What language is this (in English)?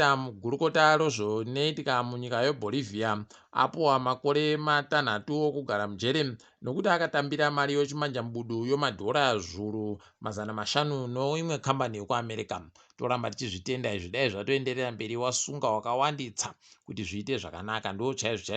Ndau